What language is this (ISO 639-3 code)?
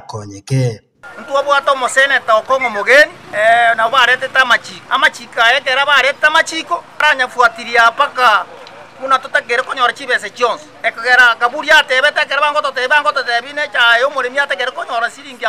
guz